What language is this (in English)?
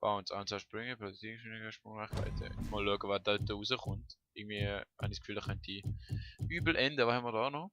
Swiss German